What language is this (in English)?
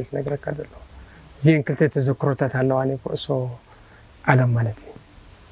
Tigrinya